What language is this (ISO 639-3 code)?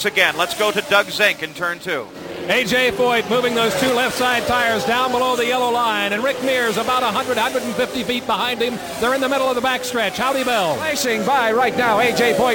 eng